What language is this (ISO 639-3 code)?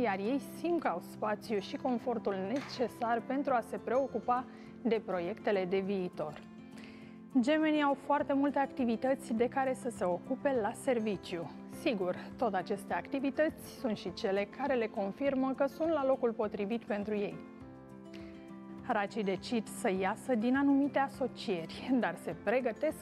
ron